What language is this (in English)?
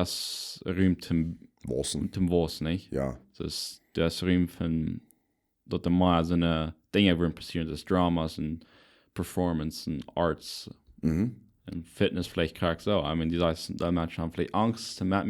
Plautdietsch